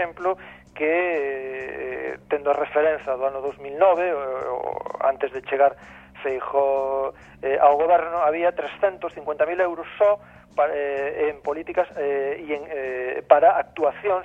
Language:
Galician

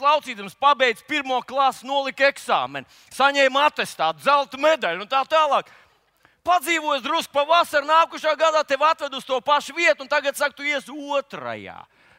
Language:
Latvian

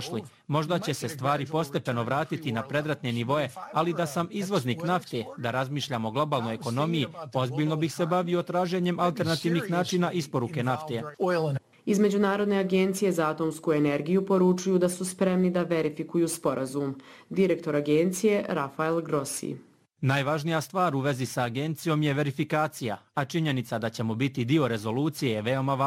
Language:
Bosnian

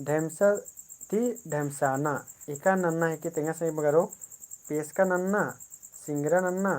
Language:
Kurukh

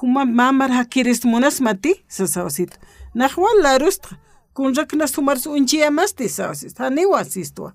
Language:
Aymara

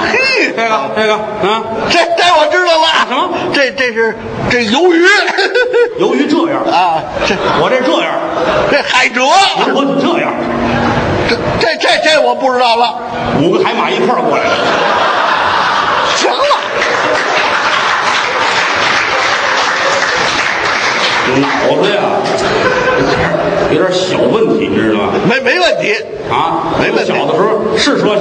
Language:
Chinese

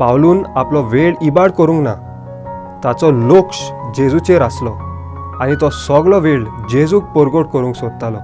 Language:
Konkani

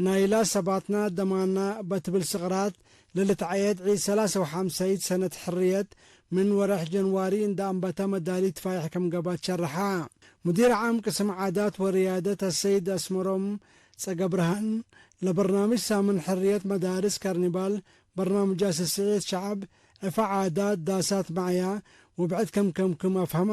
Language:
Tigre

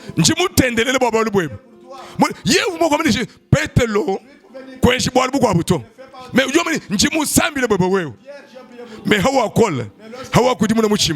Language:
Luba-Lulua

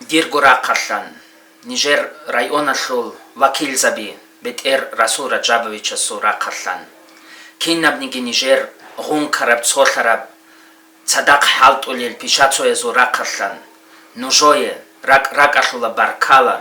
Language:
Avaric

